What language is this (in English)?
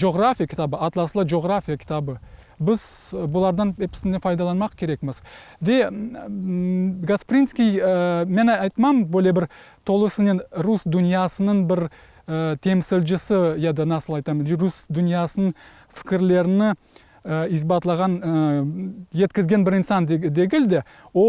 Crimean Tatar